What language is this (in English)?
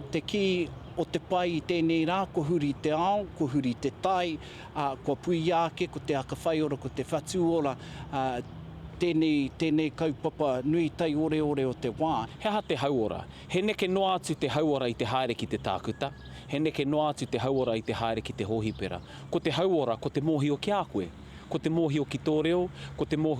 Māori